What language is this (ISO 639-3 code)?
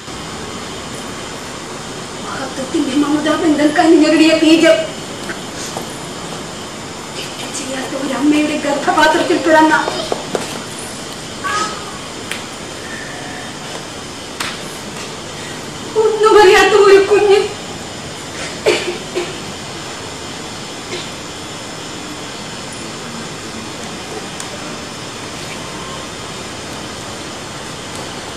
mal